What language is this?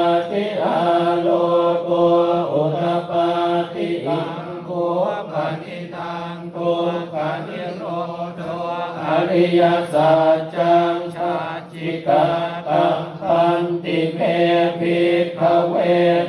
Pali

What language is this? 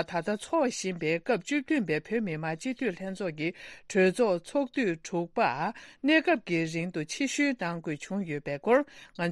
Tibetan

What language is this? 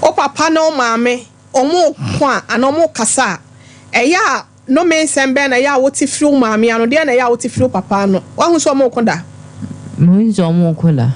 Akan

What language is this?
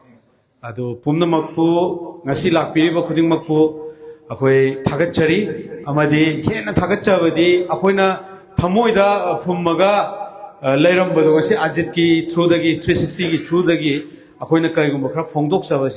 Manipuri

